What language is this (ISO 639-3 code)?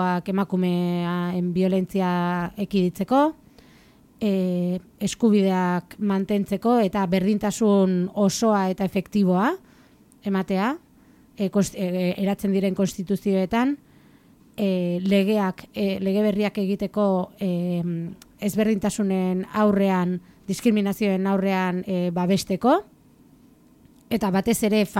eus